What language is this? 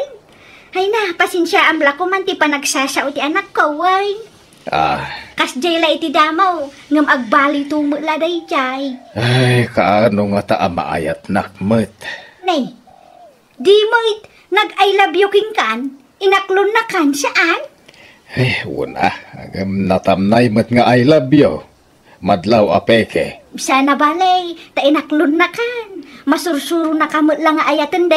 Iloko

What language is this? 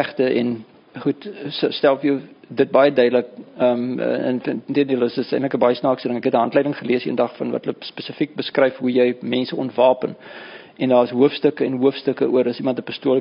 Afrikaans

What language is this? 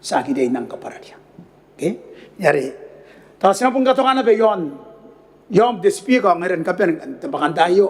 Gilbertese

